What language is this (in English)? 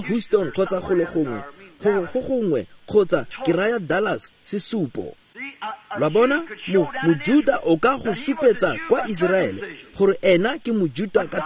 Tswana